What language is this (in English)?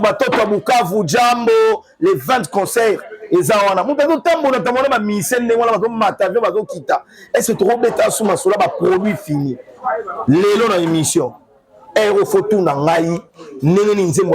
Lingala